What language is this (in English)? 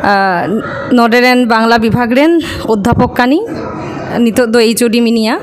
Santali